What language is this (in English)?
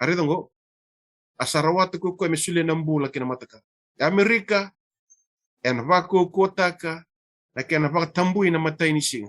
Fijian